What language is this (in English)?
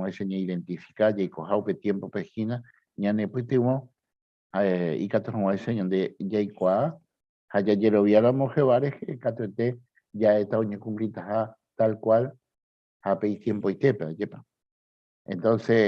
Guarani